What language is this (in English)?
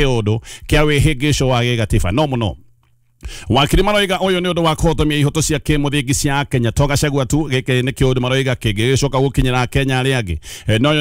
Kikuyu